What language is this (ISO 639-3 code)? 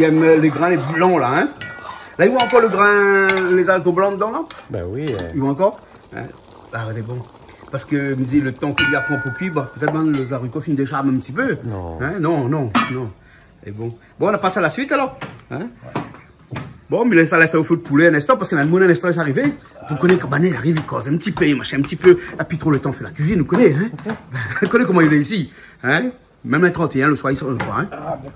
rcf